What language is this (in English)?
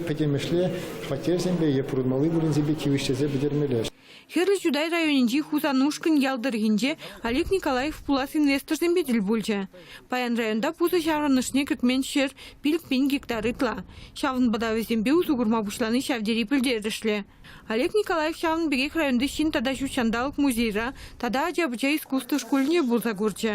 Chuvash